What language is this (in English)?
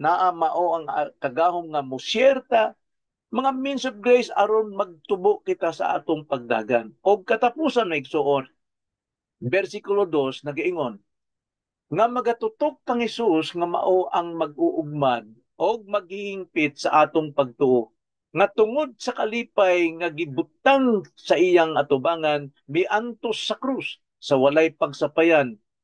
Cebuano